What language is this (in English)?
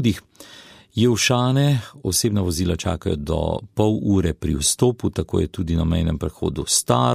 Slovenian